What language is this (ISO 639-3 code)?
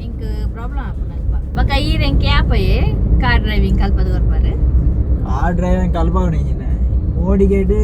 tcy